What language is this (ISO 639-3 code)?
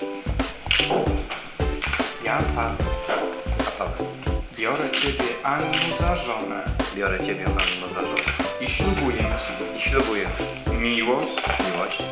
pol